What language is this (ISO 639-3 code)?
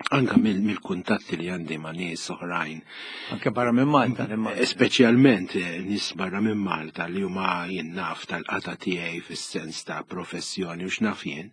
mlt